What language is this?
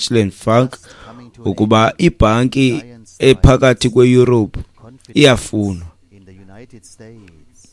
Xhosa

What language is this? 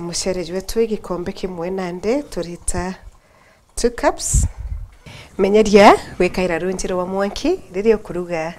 Meru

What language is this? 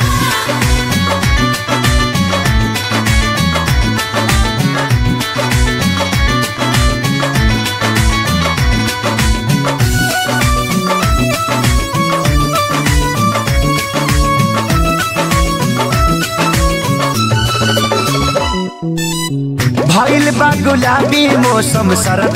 Bhojpuri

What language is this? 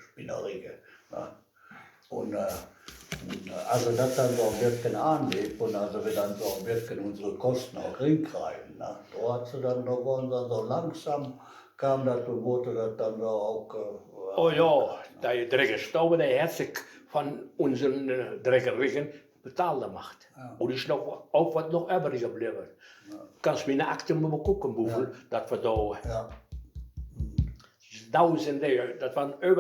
Westphalien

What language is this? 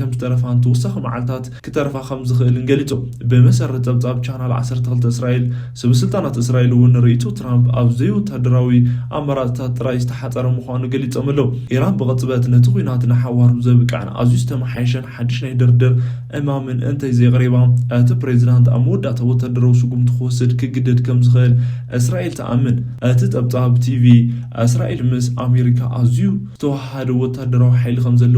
Tigrinya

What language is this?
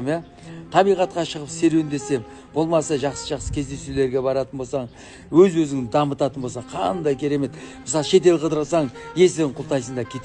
Kazakh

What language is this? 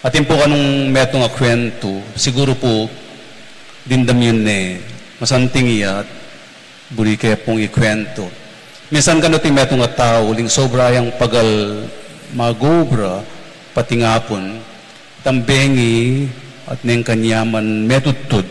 Pampanga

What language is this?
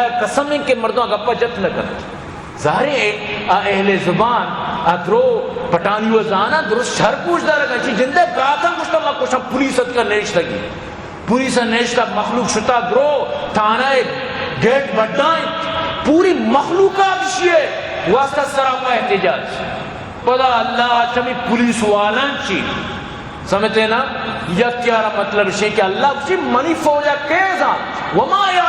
Eastern Balochi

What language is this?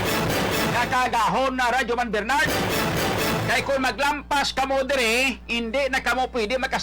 Hiligaynon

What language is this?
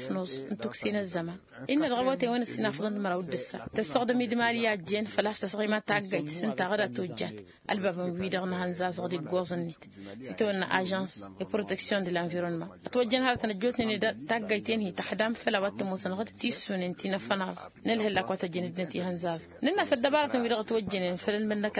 Tamasheq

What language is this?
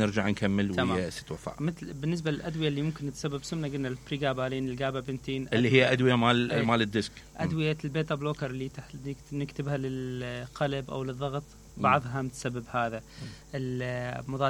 Mesopotamian Arabic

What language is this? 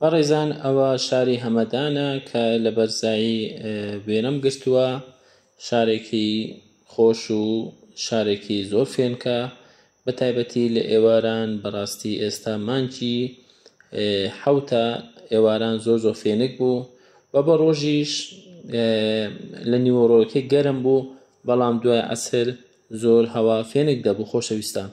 Central Kurdish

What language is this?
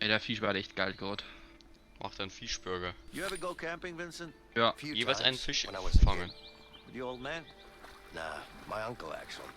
Bavarian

